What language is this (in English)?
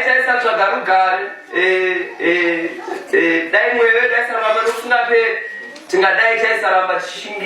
Shona